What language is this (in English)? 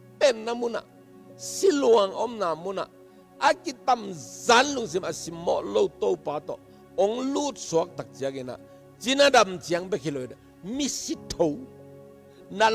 Tedim Chin